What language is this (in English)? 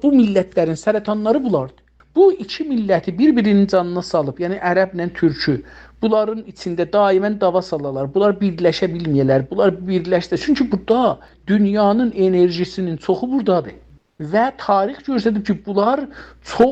South Azerbaijani